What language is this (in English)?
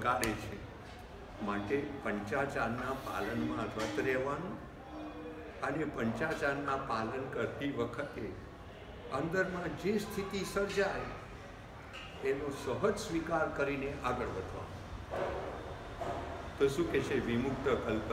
Gujarati